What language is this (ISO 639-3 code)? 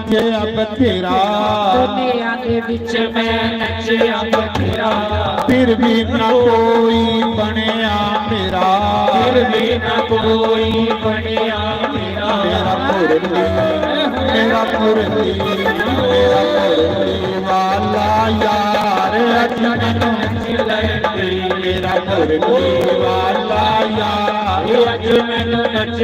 doi